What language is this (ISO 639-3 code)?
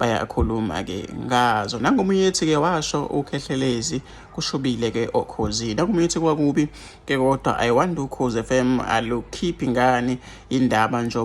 zul